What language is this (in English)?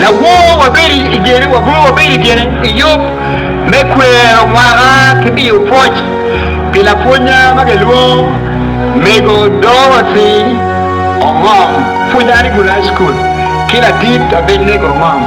Acoli